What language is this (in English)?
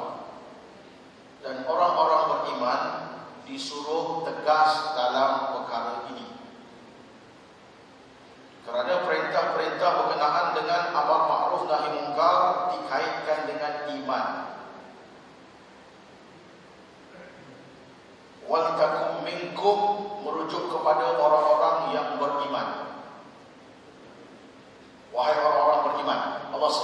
Malay